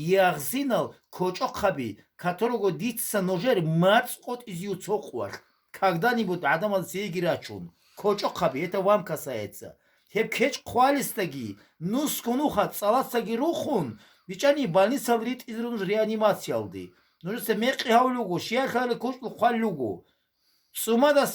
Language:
Avaric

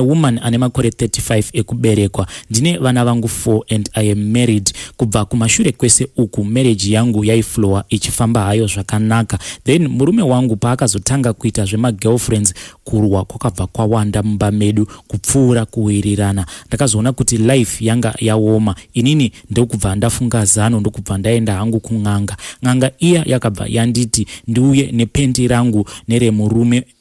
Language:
Shona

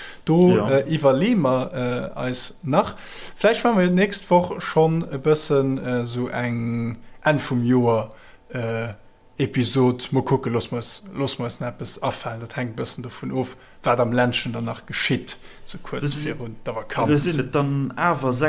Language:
Luxembourgish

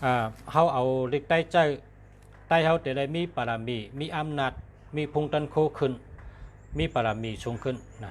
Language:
Shan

